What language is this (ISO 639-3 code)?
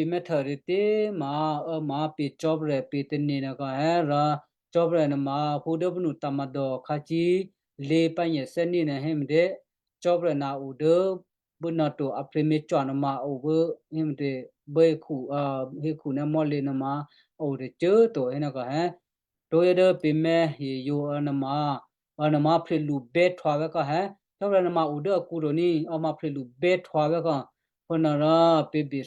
kyu